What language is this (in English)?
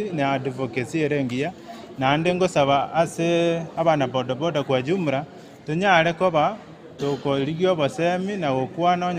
Gusii